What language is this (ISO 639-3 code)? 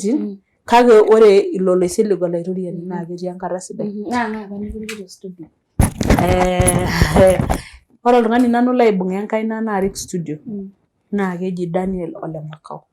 mas